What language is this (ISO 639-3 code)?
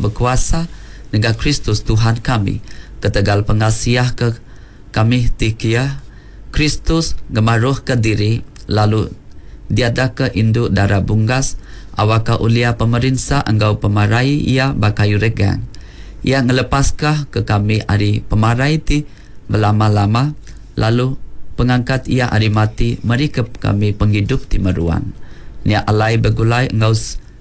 iba